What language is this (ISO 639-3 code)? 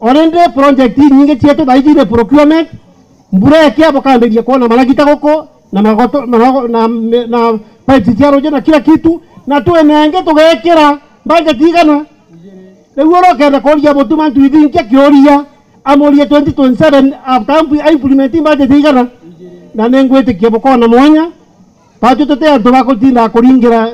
mer